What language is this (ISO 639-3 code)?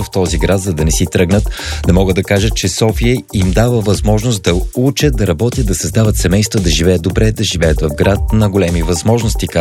bul